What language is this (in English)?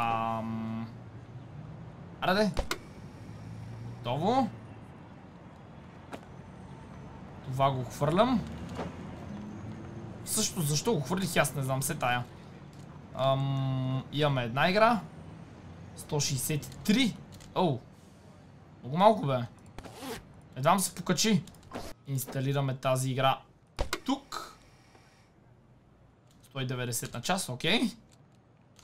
Bulgarian